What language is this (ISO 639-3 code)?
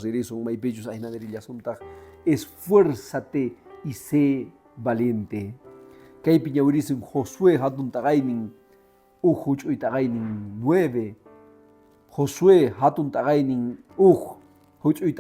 que